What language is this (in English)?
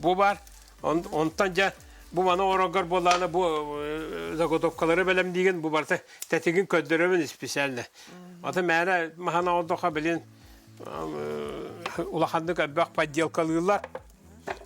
Yakut